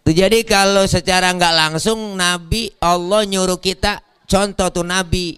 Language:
Betawi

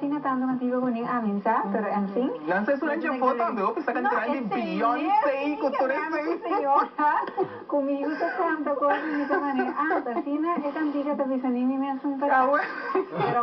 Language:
Papiamento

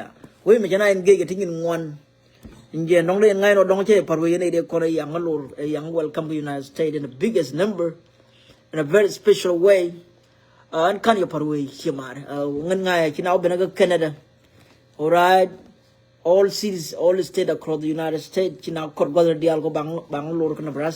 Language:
Nuer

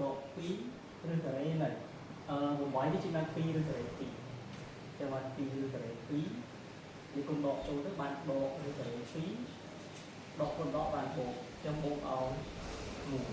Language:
Khmer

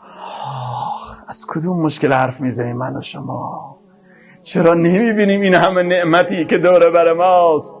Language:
Persian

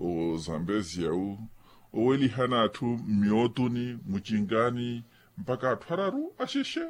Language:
Makhuwa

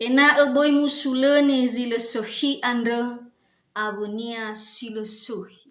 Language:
Nias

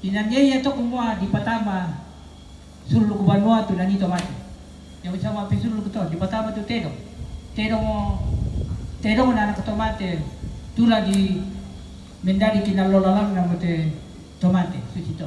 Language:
Toraja-Sa'dan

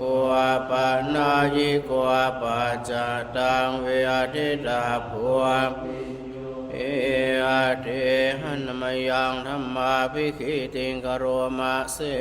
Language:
Pali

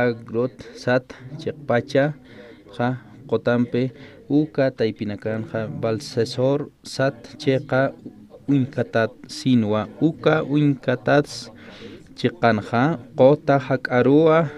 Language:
Aymara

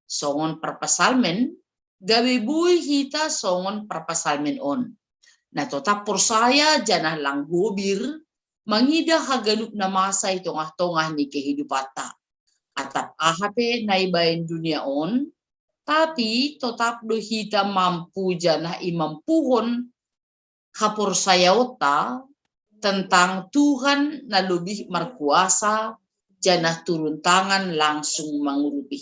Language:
Batak Simalungun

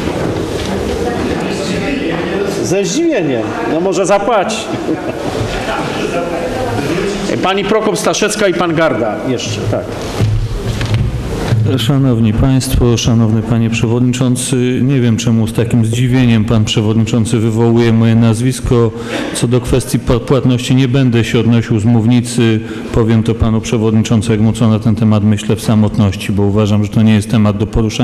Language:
Polish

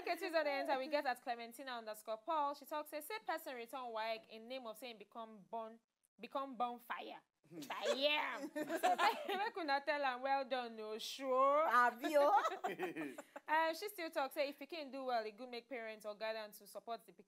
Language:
Nigerian Pidgin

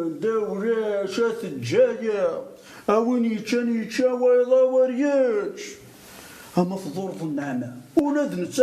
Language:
Kabyle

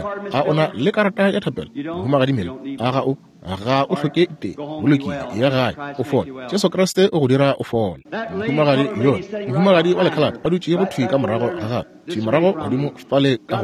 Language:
Northern Sotho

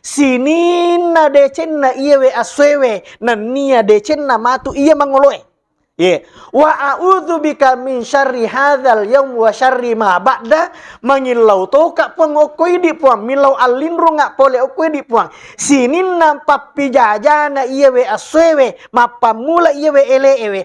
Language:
Buginese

